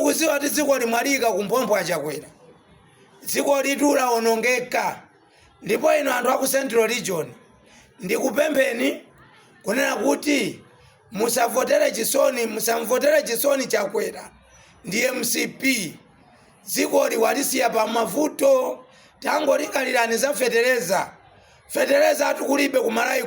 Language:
Nyanja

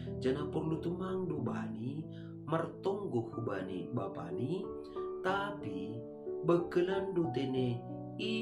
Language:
Batak Simalungun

